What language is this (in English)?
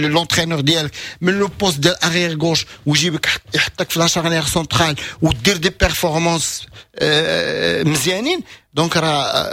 Moroccan Arabic